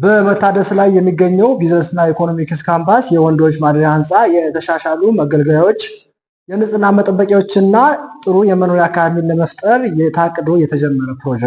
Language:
Amharic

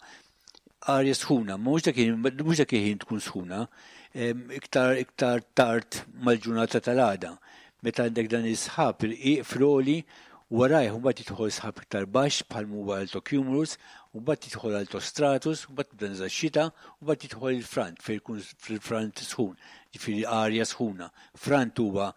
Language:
Maltese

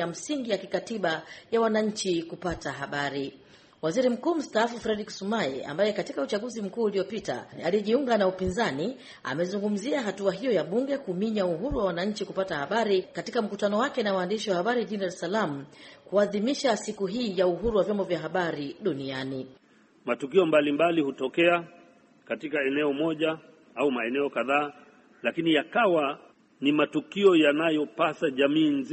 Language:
Swahili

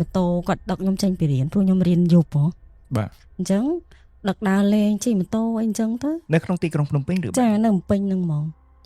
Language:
Khmer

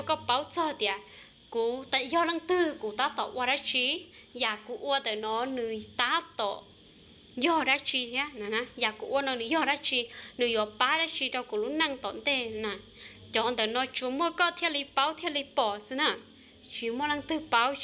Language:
Hmong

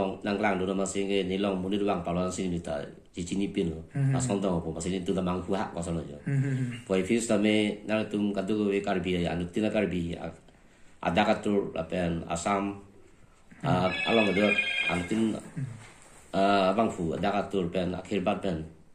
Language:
Karbi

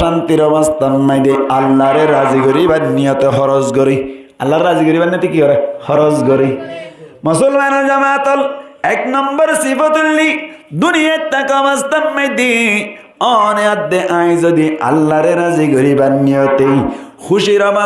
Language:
Rohingya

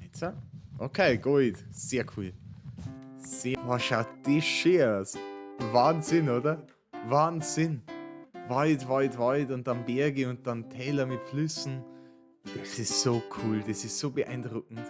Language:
Bavarian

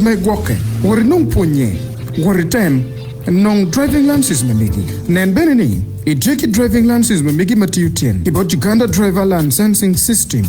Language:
Acoli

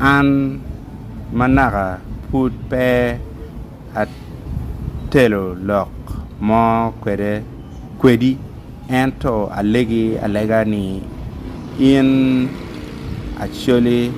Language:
Acoli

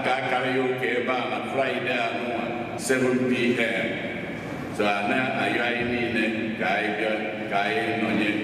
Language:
Igbo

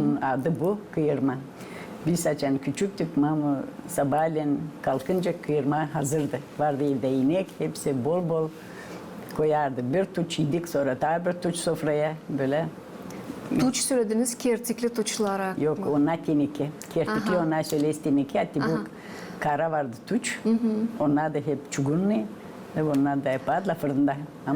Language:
Gagauz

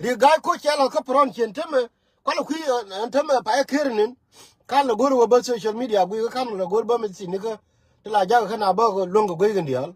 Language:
Nuer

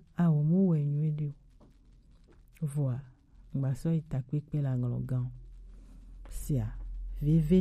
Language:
Gen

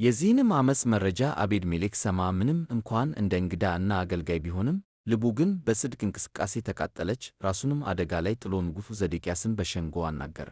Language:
Amharic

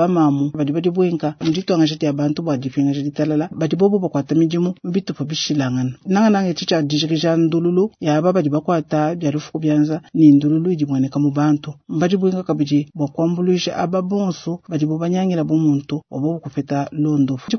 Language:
Luba-Lulua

